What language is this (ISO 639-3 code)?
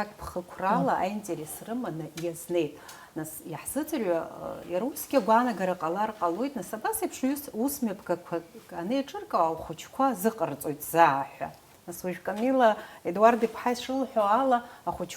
abk